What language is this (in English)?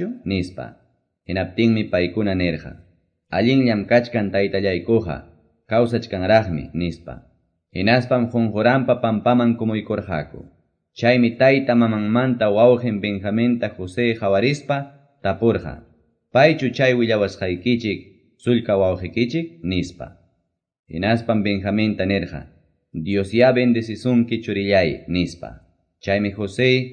Quechua